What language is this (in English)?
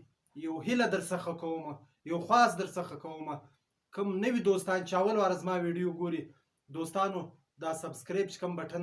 Pashto